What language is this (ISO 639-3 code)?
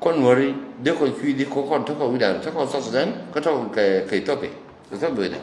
nus